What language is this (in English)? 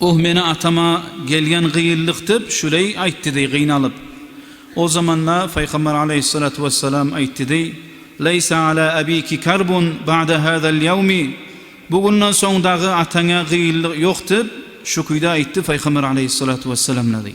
Kumyk